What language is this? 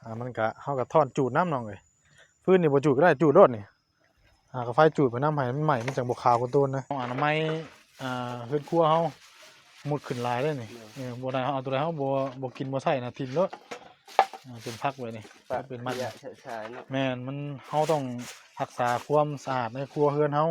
Northeastern Thai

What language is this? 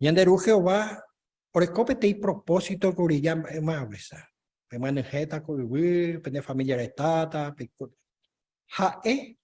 Guarani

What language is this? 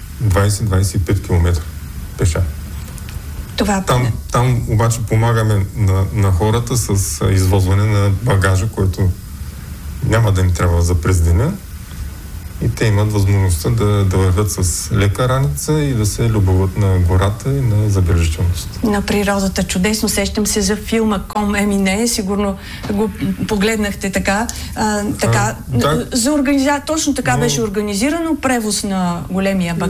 Bulgarian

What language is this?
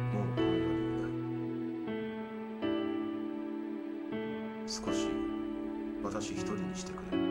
Japanese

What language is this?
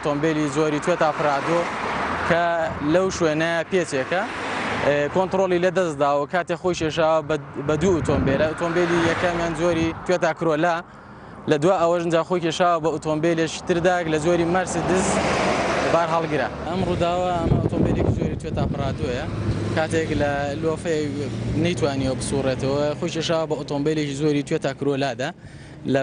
Central Kurdish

